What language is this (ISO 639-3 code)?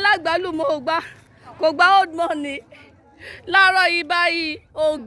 yor